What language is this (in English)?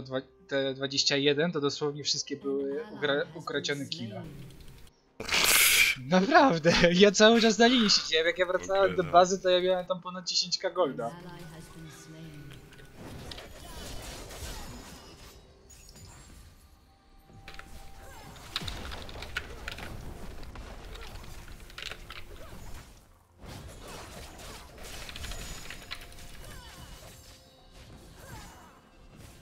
Polish